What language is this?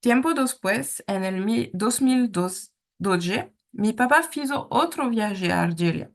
Ladino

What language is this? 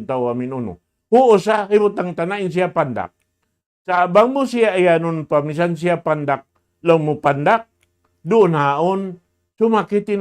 Tausug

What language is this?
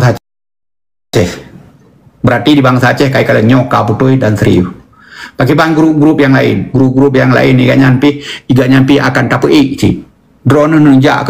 Achinese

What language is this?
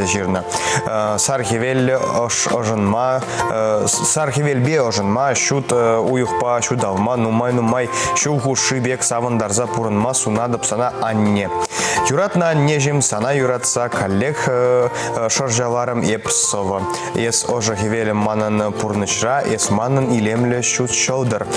Chuvash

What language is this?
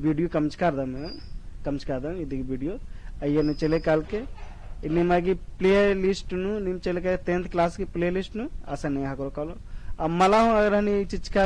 Kurukh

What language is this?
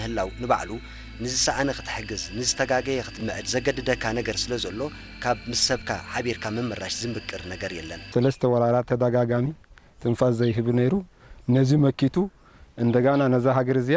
Tigrinya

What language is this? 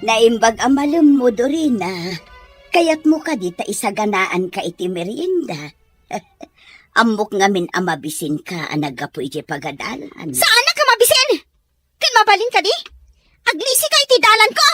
Iloko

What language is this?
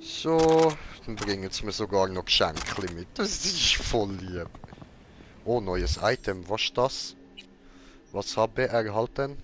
Swiss German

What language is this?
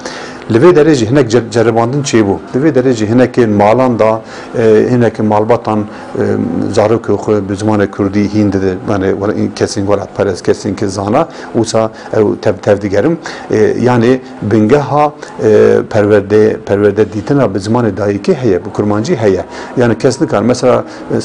Kurdish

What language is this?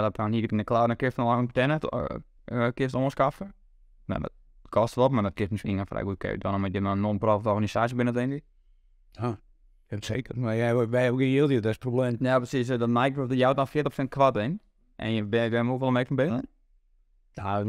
Western Frisian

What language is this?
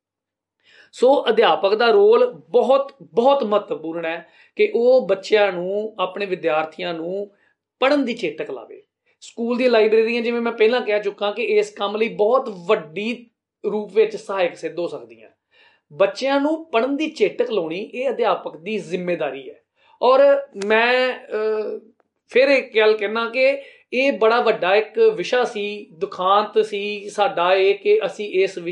Punjabi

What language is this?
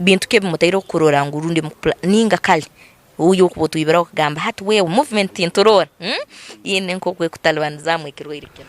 Nyankole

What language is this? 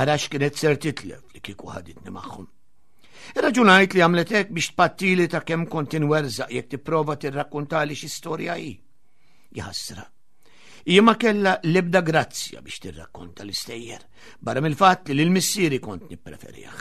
Maltese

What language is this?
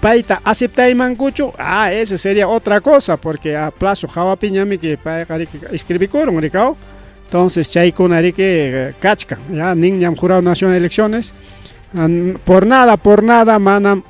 Ayacucho Quechua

